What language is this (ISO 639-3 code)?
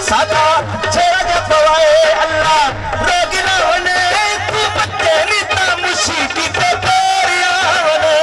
skr